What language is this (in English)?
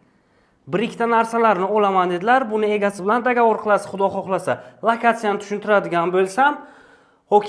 Uzbek